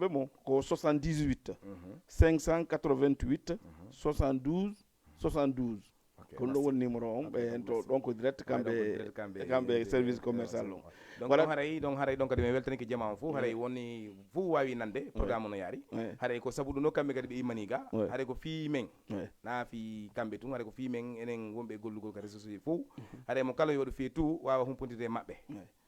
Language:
Fula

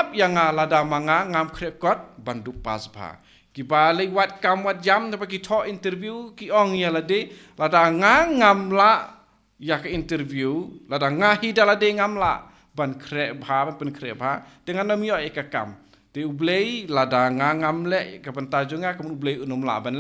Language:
Khasi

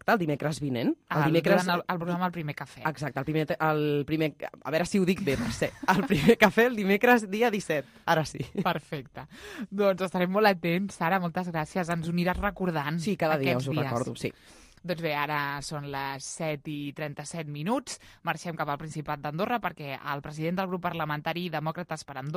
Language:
Catalan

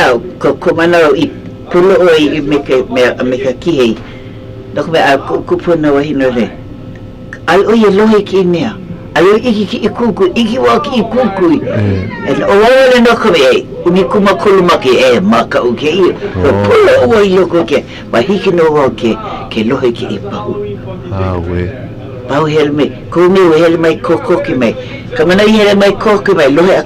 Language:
Hawaiian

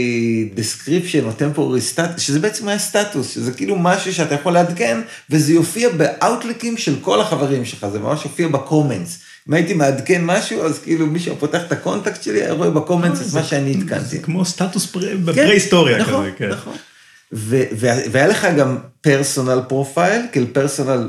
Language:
Hebrew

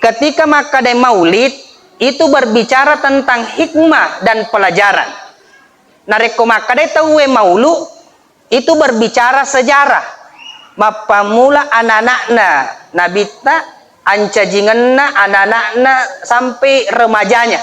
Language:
Buginese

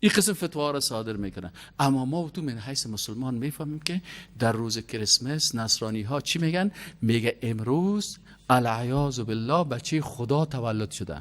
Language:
Persian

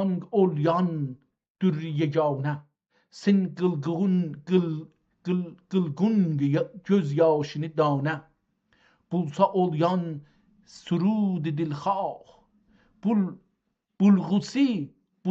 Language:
South Azerbaijani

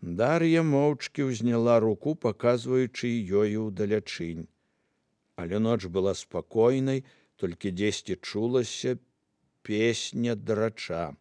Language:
Belarusian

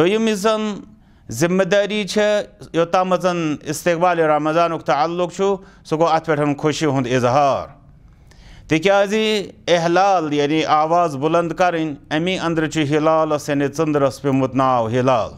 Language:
Kashmiri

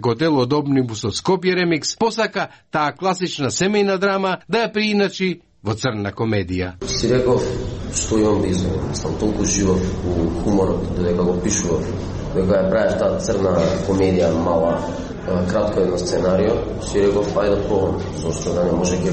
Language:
Macedonian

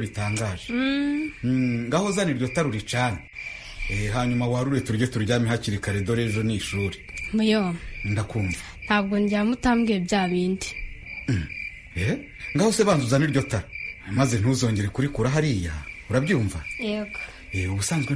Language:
Kinyarwanda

